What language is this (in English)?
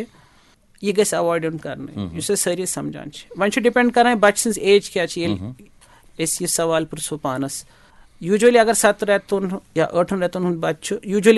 Kashmiri